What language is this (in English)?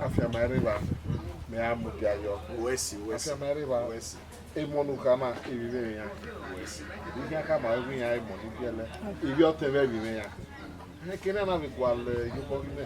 Bini